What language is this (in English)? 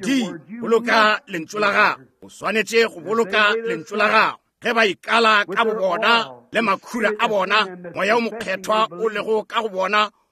Northern Sotho